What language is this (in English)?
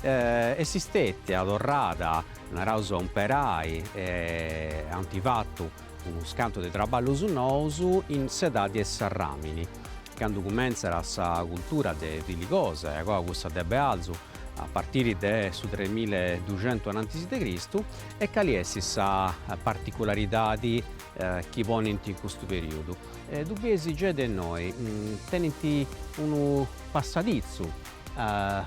Sardinian